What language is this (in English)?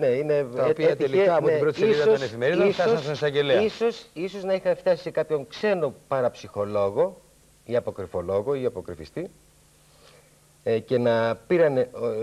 Greek